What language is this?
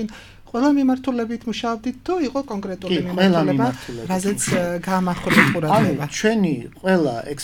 Georgian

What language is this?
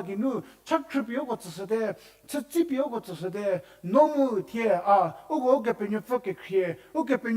Angami Naga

